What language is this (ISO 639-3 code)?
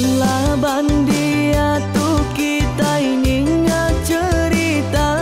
iba